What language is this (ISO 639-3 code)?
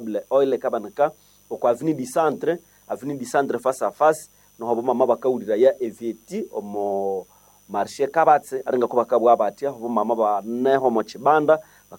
nnb